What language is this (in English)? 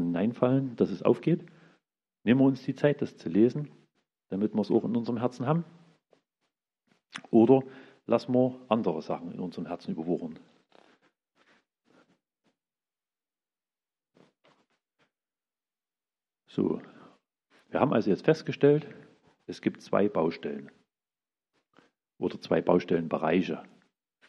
German